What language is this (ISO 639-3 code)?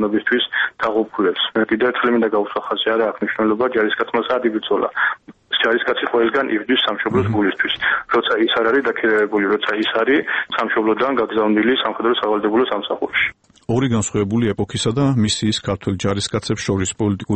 kat